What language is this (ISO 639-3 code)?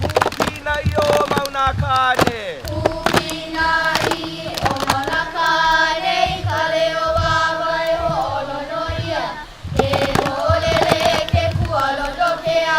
haw